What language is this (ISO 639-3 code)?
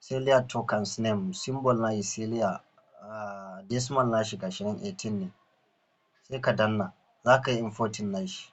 hau